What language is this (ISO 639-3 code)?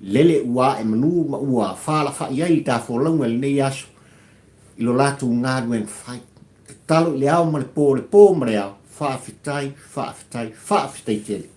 smo